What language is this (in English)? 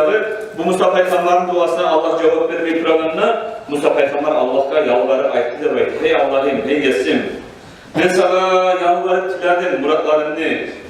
Kumyk